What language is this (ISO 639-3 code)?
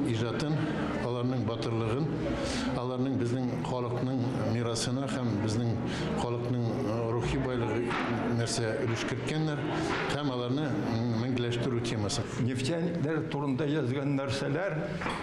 tat